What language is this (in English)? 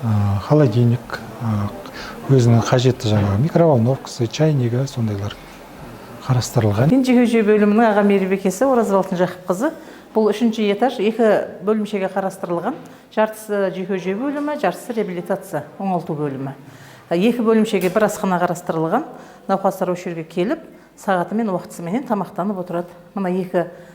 Kazakh